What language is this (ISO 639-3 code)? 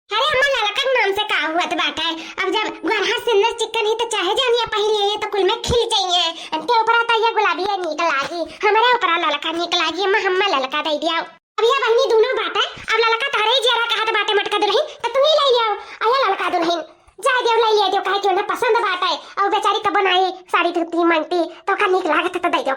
awa